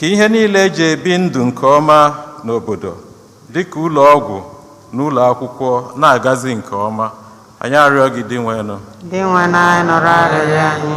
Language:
Igbo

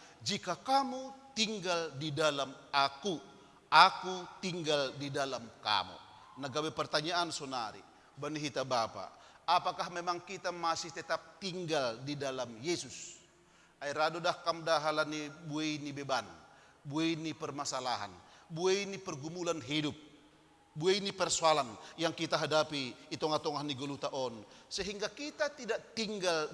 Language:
Batak Simalungun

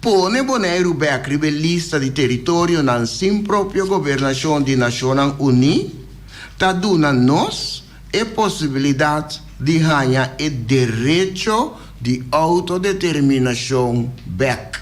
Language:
Papiamento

